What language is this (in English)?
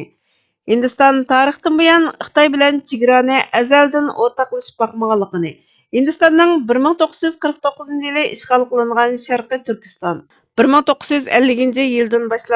Uyghur